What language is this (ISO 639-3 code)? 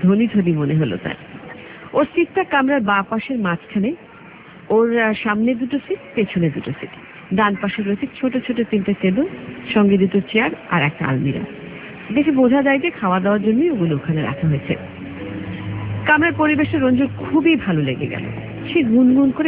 ben